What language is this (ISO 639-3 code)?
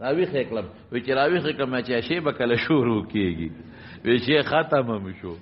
pus